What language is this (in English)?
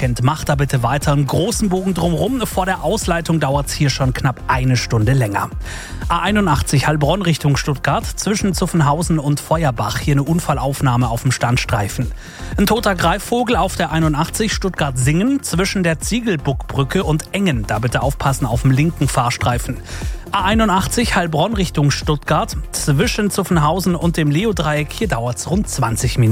German